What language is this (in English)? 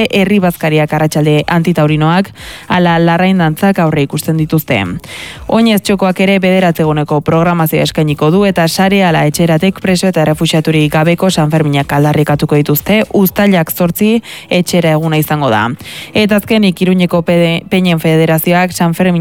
Basque